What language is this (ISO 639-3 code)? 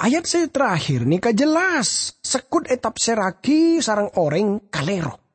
mad